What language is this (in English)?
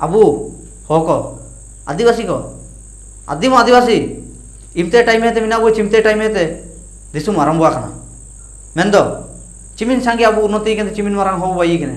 Ho